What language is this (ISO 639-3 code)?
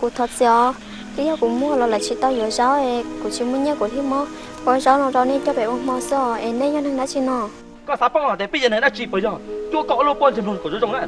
hmn